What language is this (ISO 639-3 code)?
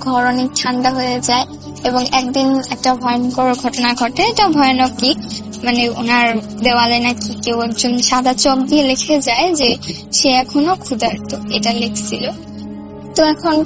ben